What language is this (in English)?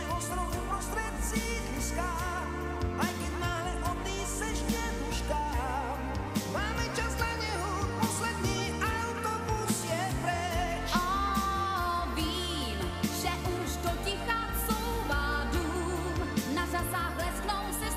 Slovak